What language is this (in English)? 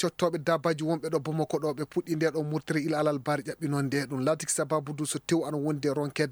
Maasina Fulfulde